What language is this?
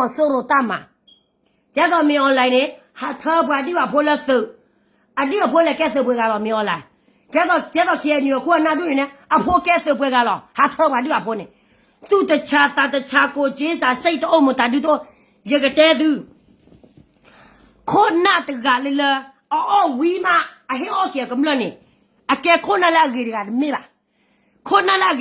S'gaw Karen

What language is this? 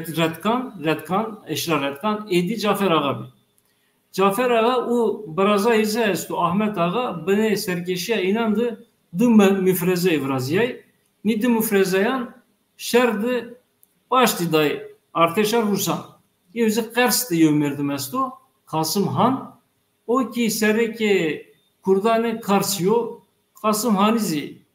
Zaza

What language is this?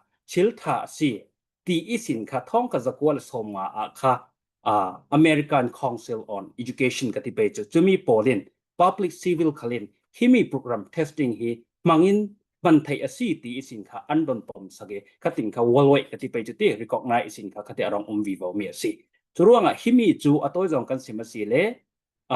Falam Chin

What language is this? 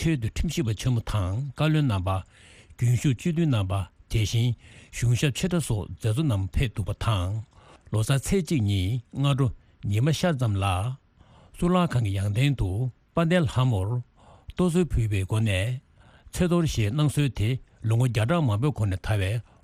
Tibetan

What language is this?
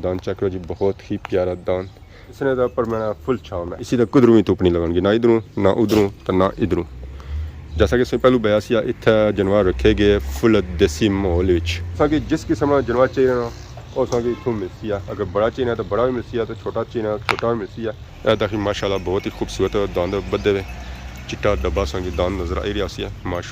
Pahari-Potwari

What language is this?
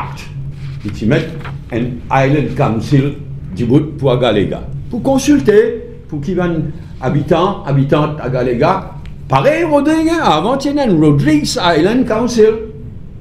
Morisyen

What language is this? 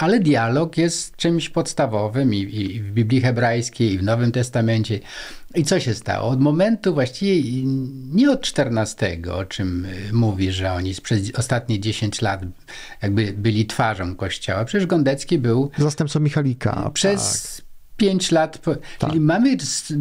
Polish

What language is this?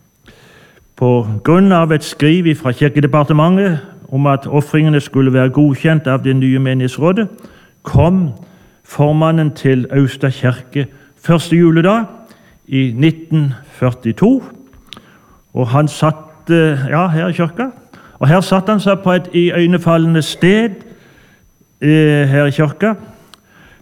Norwegian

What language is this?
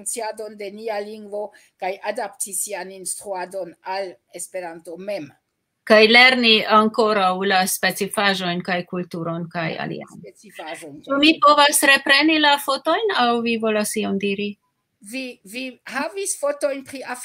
Esperanto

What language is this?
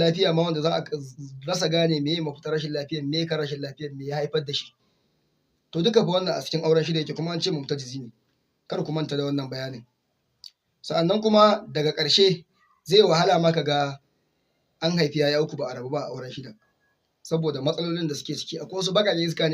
Hausa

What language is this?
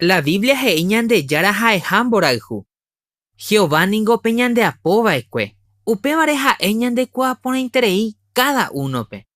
Guarani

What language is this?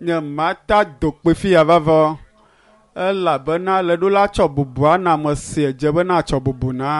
Ewe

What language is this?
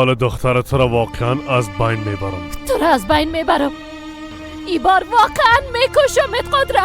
Persian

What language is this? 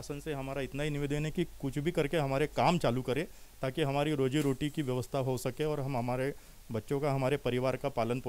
Hindi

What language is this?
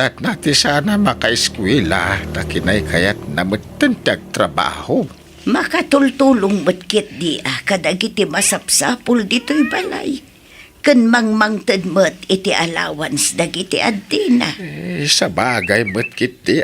Iloko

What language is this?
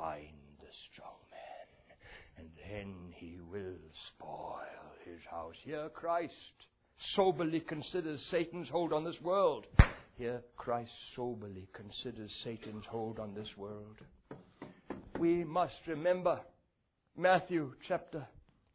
English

